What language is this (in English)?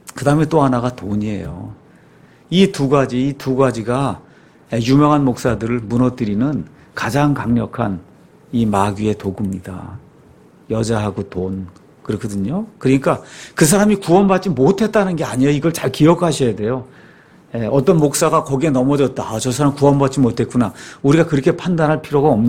Korean